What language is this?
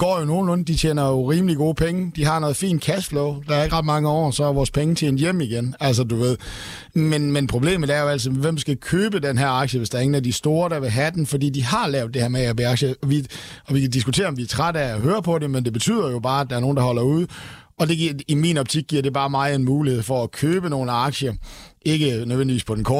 Danish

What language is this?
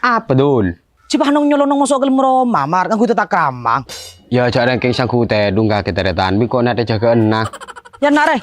Madurese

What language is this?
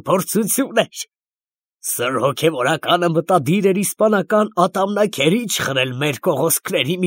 Armenian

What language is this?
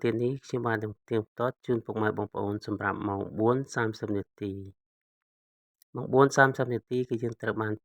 Khmer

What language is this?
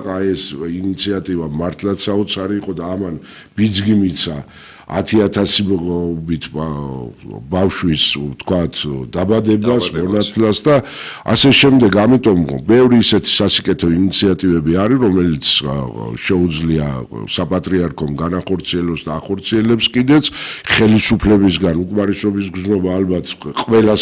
Georgian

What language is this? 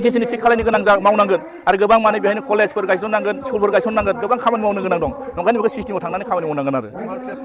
Bodo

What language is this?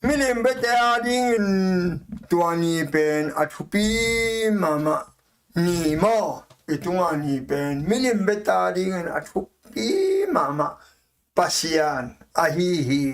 Tedim Chin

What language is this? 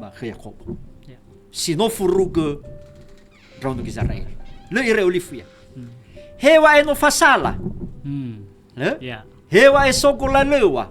Nias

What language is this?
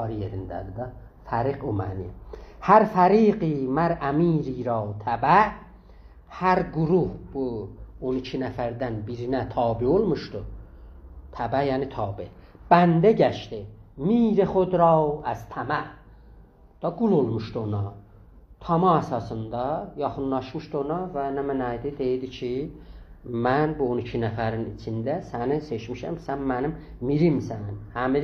South Azerbaijani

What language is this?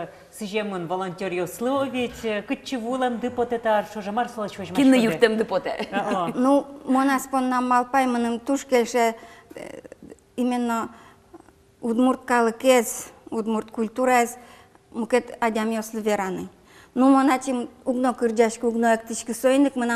Udmurt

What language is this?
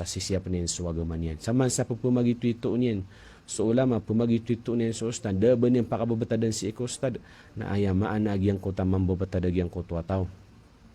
Maranao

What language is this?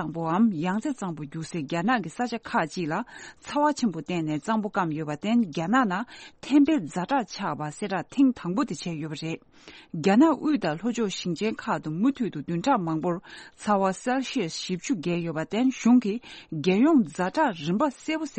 Tibetan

